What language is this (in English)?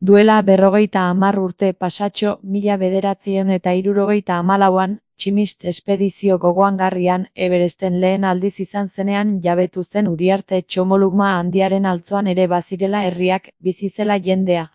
Basque